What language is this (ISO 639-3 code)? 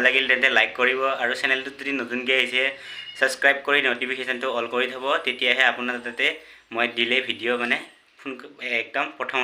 asm